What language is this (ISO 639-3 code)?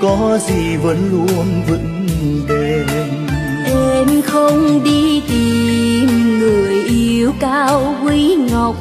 vie